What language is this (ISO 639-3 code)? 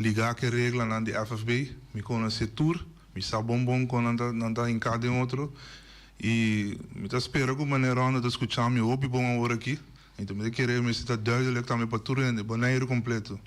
pap